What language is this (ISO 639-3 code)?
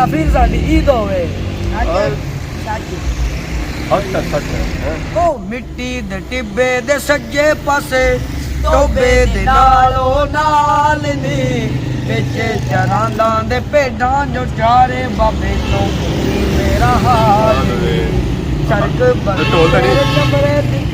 phr